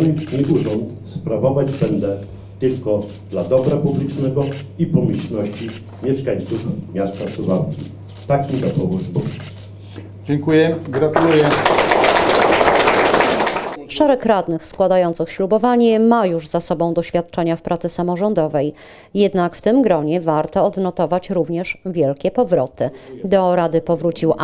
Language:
Polish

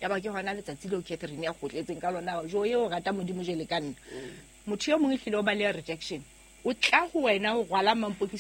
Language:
Southern Sotho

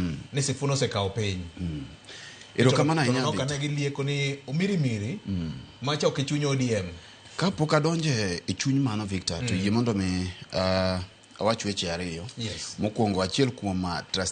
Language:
Luo (Kenya and Tanzania)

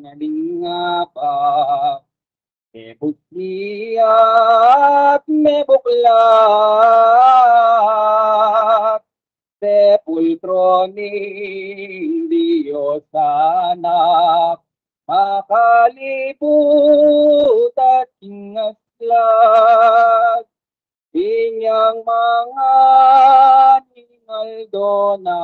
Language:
Pampanga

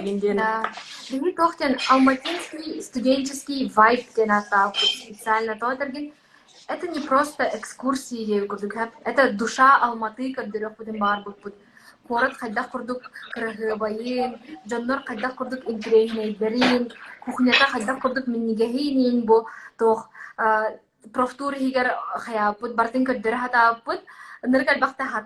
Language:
Yakut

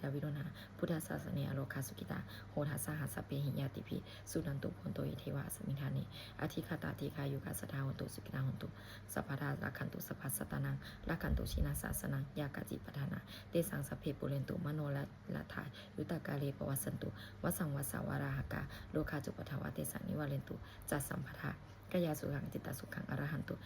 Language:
Pali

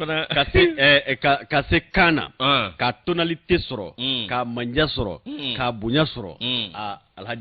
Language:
Bambara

